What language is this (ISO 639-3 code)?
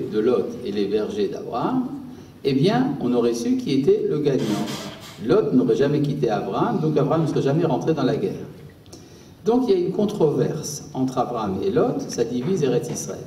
fra